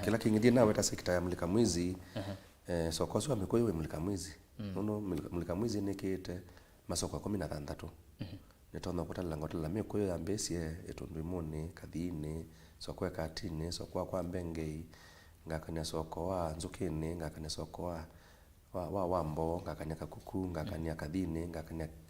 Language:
Kamba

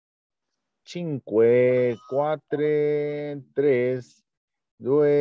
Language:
Spanish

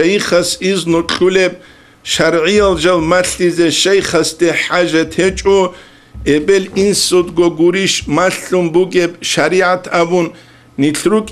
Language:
Avaric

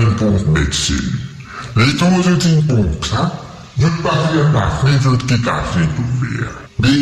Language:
Morisyen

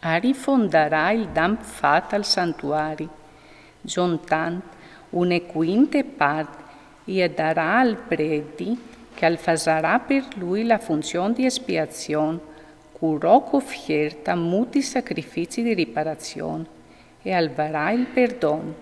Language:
Friulian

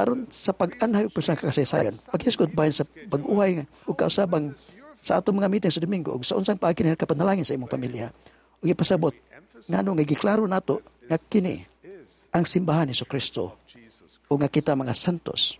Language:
Cebuano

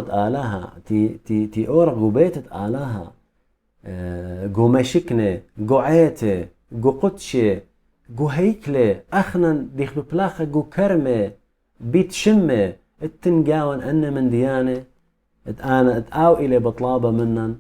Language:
Assyrian Neo-Aramaic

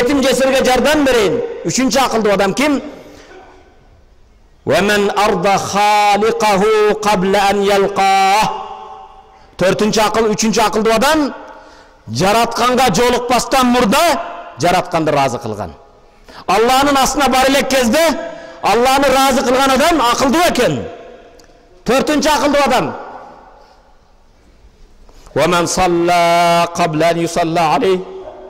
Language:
Kyrgyz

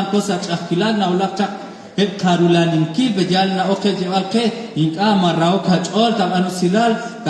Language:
Kekchí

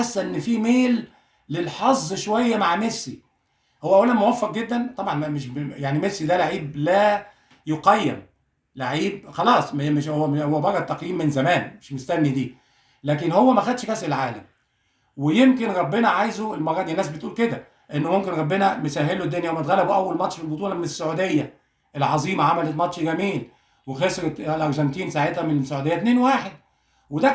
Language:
Egyptian Arabic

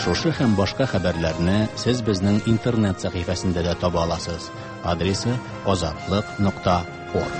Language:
Tatar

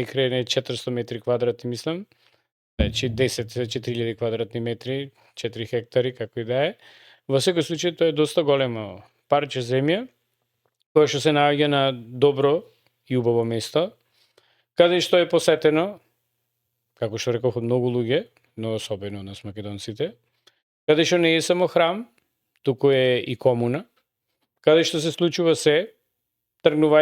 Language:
Macedonian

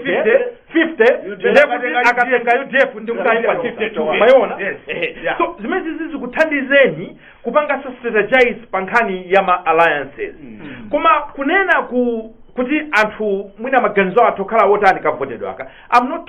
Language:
Nyanja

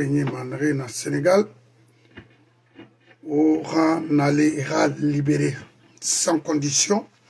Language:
French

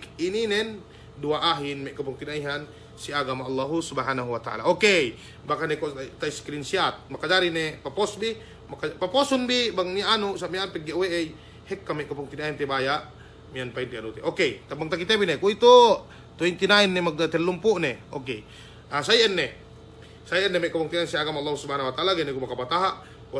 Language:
Yakan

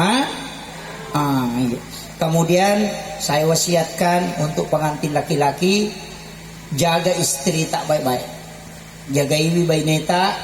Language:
Buginese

